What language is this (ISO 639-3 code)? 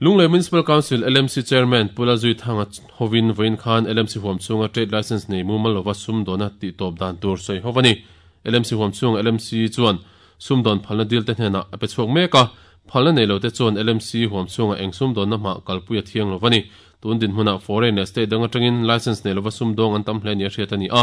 lus